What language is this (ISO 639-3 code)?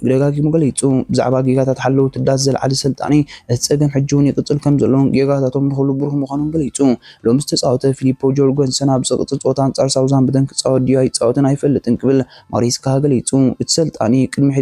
tir